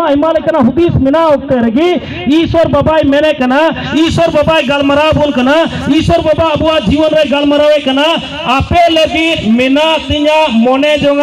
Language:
Santali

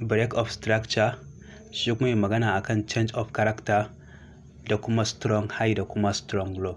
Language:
Hausa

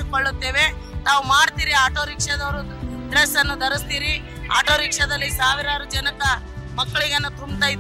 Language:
Kannada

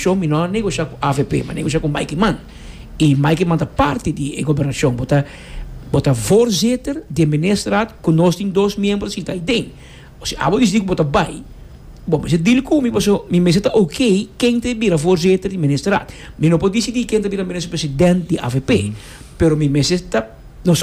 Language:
Papiamento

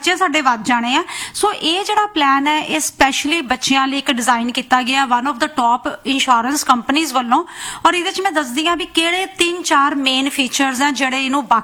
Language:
Punjabi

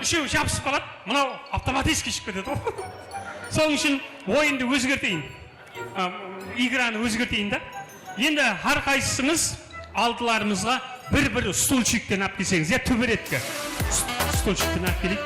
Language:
Kara-Kalpak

